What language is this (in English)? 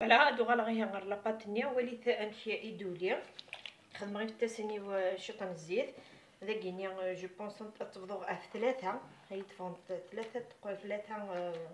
Kabyle